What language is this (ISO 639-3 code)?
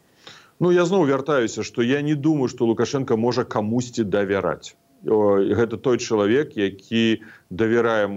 bel